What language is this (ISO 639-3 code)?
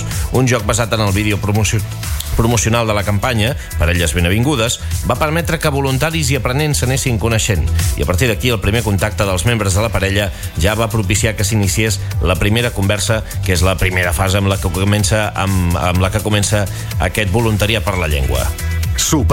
cat